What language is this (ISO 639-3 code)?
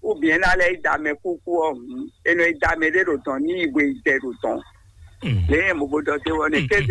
fon